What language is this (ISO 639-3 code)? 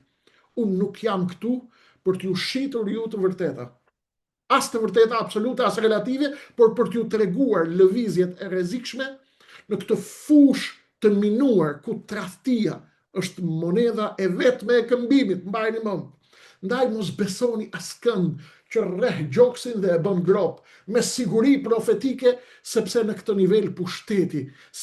sqi